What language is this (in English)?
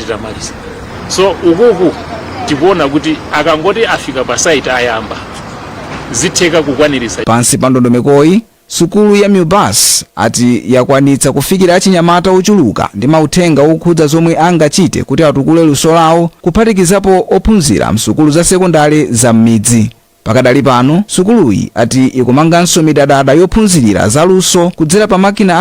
Nyanja